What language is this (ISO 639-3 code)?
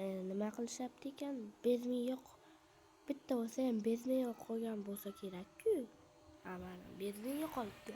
uzb